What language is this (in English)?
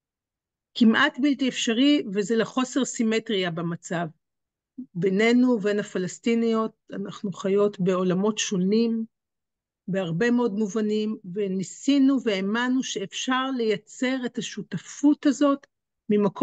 Hebrew